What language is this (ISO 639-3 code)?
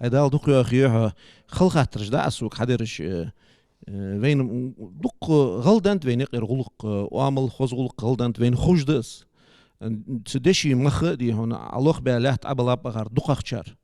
inh